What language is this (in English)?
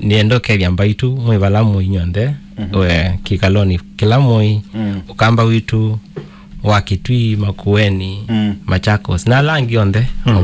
Kamba